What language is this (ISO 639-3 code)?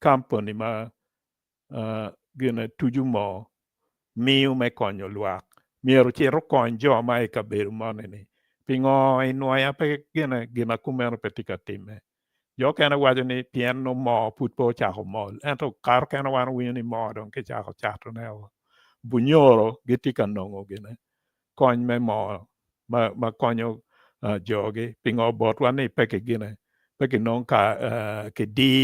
ach